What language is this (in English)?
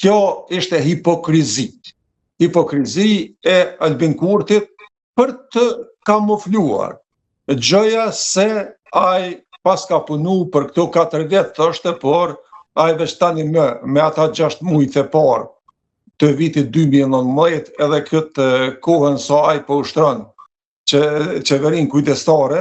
Albanian